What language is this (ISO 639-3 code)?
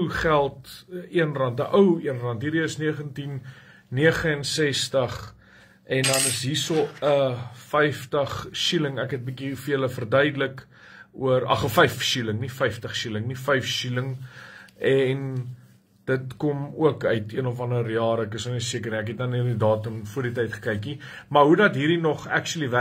afr